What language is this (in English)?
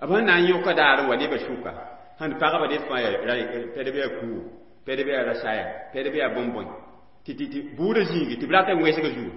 Mossi